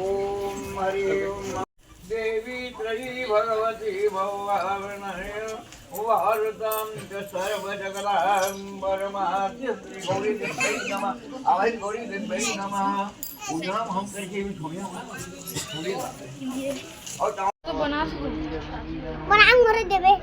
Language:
Chhattisgarhi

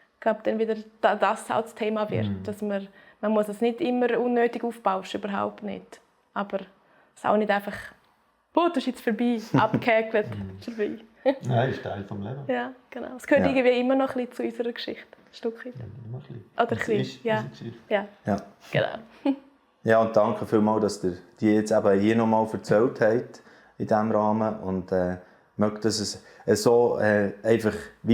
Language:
Swiss German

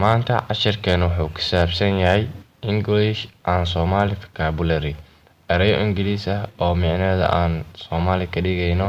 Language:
Somali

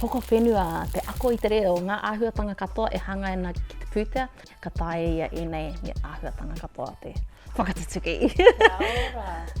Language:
Māori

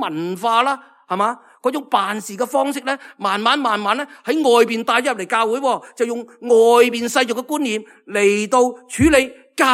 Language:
Cantonese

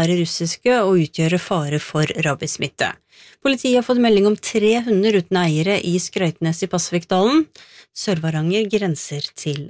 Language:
Norwegian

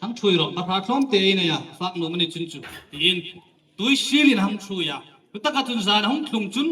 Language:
Hmar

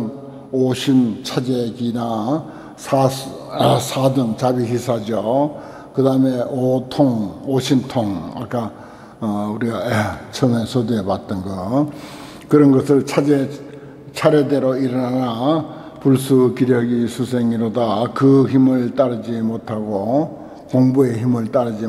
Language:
Korean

